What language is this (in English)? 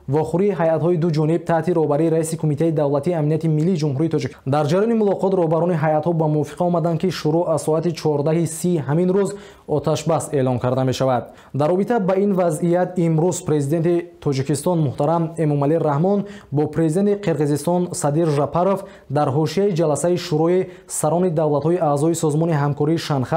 Tajik